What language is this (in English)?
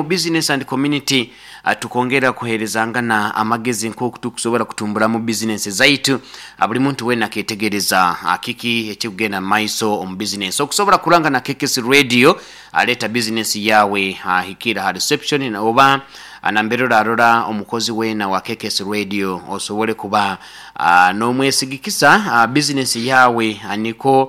Nyoro